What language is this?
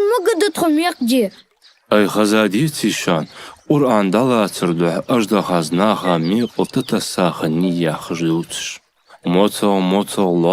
Ingush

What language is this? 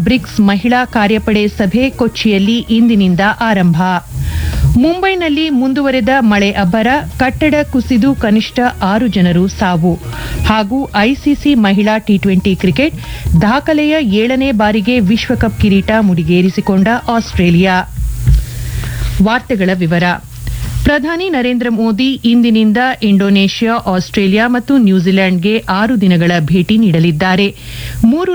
Kannada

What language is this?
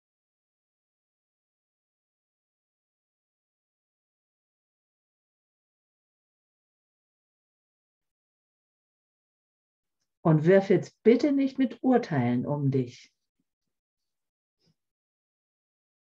German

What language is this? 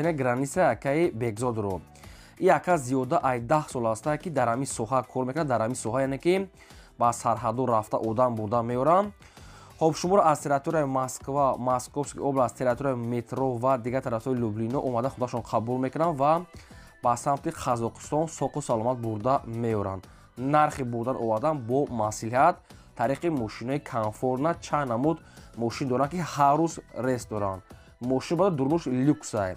Tajik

